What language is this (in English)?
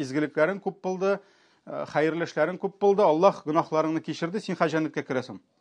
Tatar